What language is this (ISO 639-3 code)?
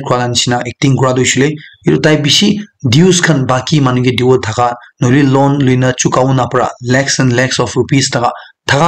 nag